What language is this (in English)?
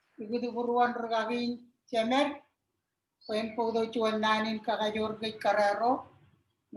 Marshallese